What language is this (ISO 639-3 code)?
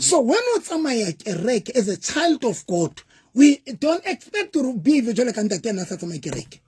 sot